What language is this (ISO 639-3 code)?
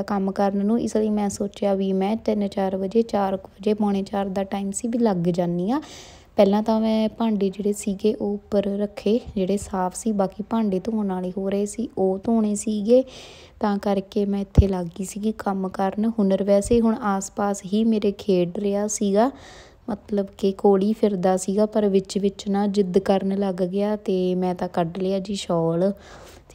pan